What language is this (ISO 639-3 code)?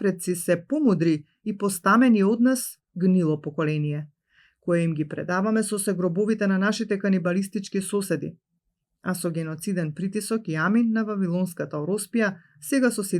mkd